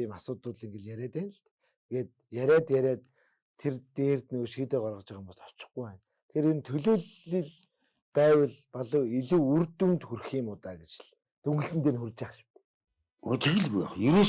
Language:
Mongolian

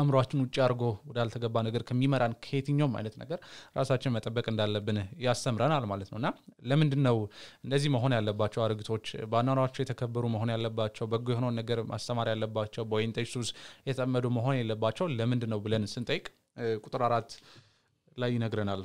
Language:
Amharic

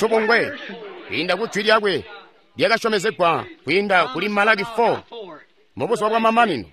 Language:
Tonga (Zambia)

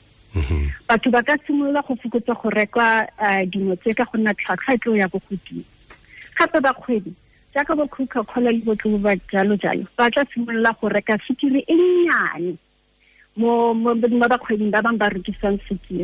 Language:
Tswana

